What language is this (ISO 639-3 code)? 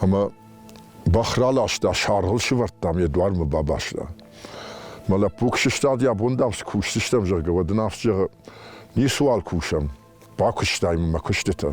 oss